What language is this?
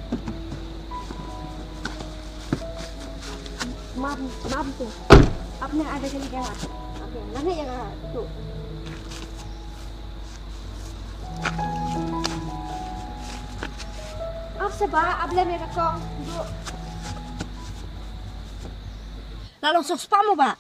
Khasi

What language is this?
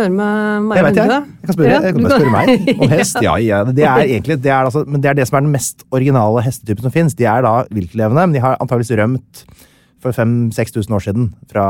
Norwegian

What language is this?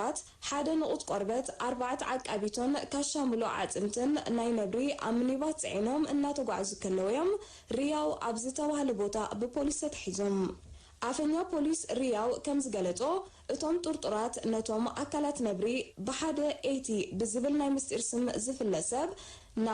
Tigrinya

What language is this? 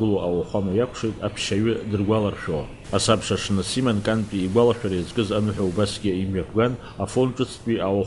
Abkhazian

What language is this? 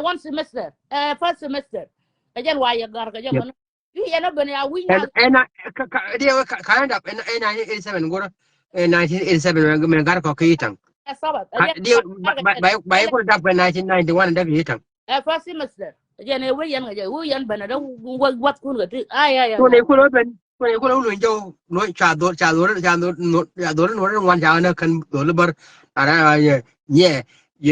Nuer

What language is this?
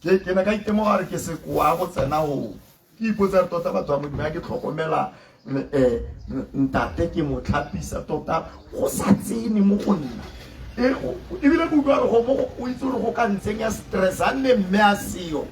Tswana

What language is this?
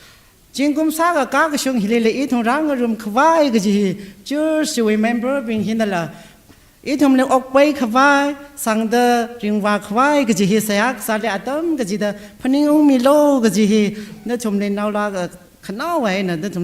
Tangkhul Naga (India)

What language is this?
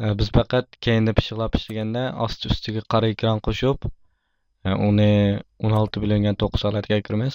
Uyghur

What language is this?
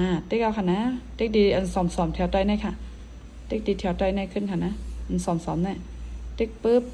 Shan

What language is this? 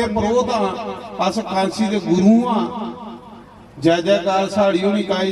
Dogri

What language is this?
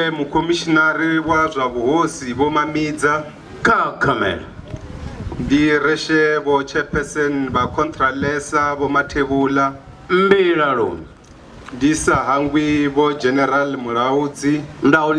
Venda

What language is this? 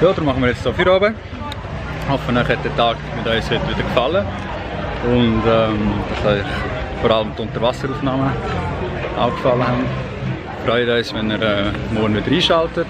Swiss German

